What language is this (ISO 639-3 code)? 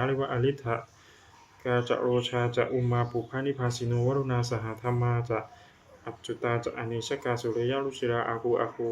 pli